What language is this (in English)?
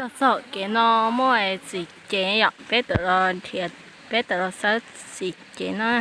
Hmong